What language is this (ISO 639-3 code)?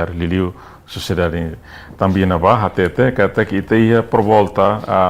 tet